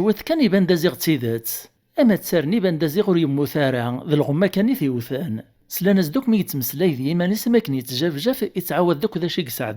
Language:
Kabyle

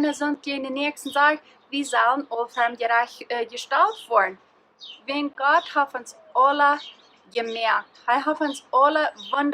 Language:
Plautdietsch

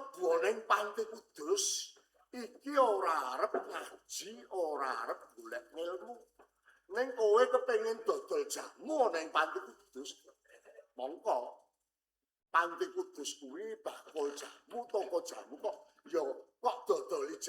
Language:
Javanese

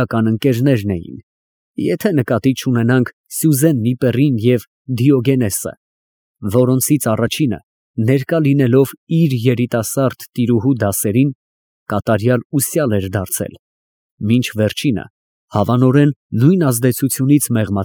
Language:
Armenian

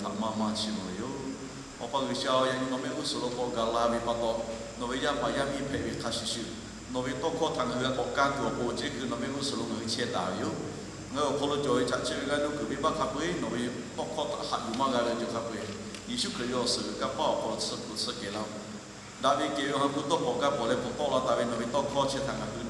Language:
Lahu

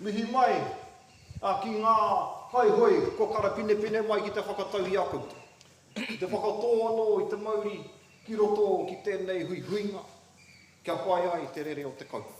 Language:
Māori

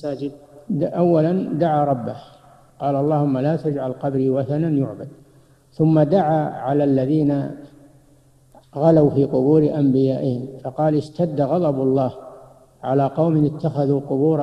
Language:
Arabic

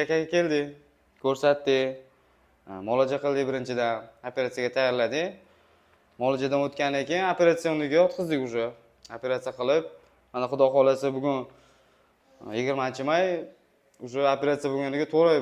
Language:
Uzbek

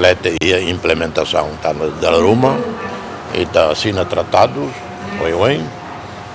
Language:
Tetum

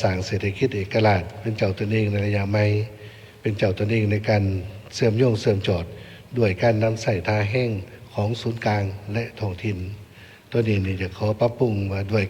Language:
Lao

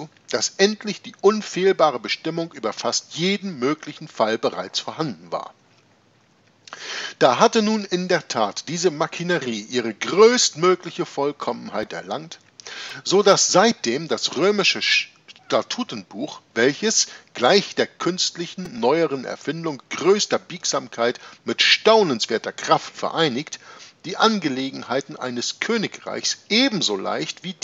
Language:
German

